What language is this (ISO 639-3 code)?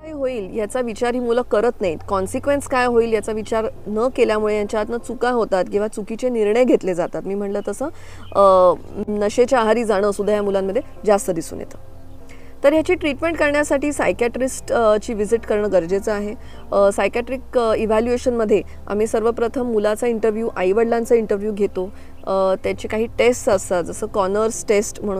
mar